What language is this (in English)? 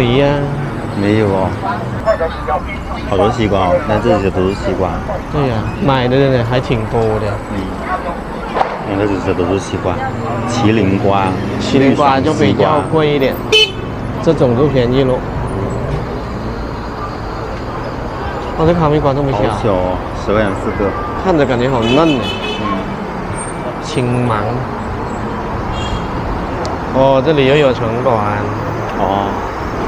Chinese